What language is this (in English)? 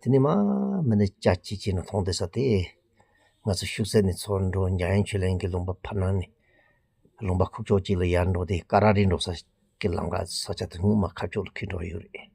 Tibetan